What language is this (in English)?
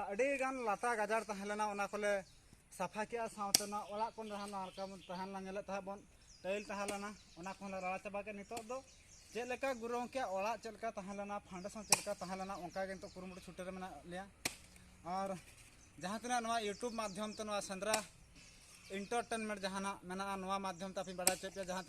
Santali